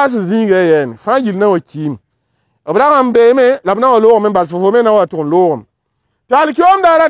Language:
Mossi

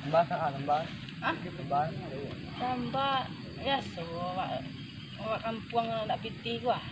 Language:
Minangkabau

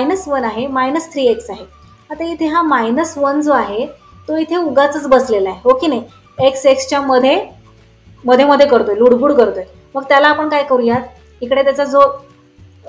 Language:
Marathi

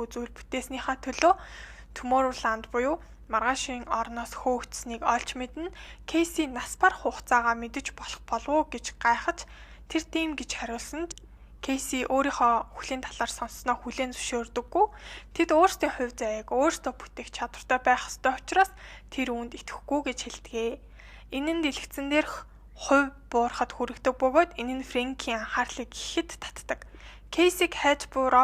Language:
Mongolian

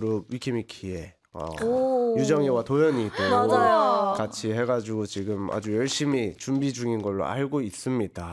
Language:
Korean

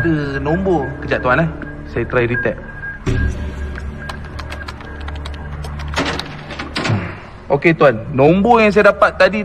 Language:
Malay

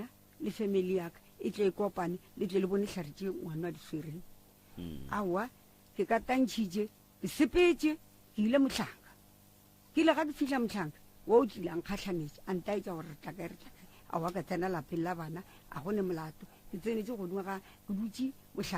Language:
Northern Sotho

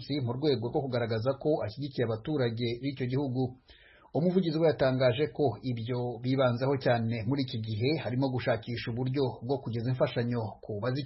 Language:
Kinyarwanda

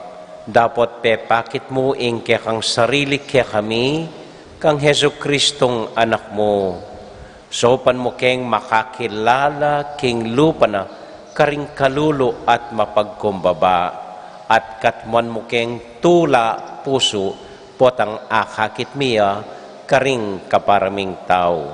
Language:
Pampanga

